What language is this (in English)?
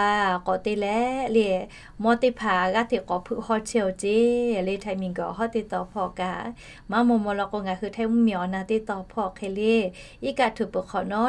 Lahu